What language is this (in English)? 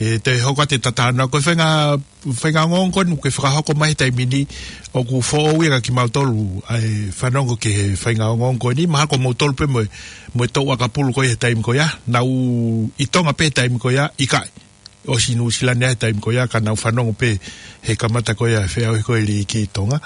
Tongan